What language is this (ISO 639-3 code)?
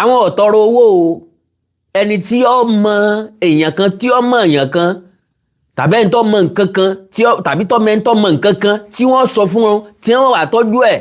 yor